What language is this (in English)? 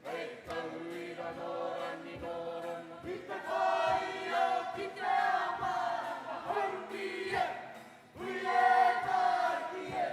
Māori